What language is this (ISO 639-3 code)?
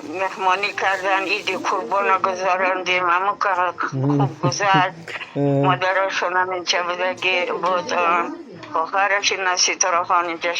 tgk